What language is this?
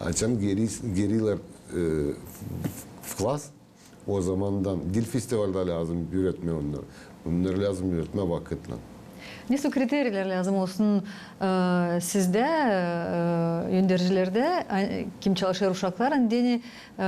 Gagauz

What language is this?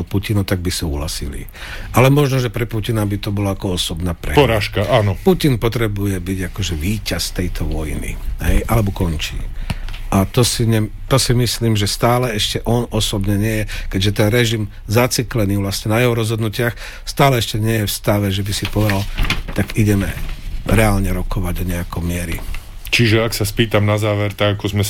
Slovak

